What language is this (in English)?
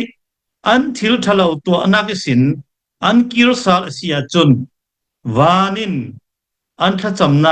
Hakha Chin